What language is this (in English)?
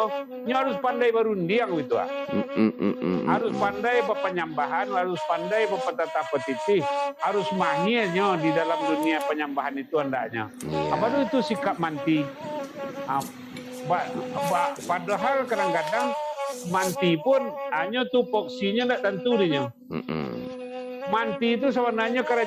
Minangkabau